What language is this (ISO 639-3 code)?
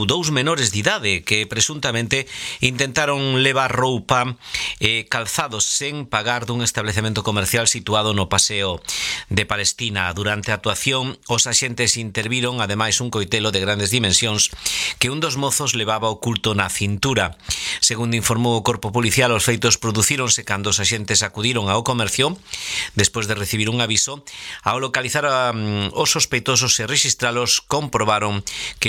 glg